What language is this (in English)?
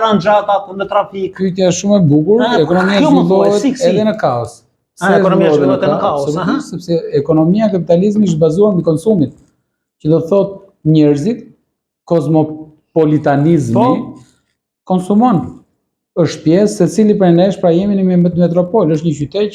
Albanian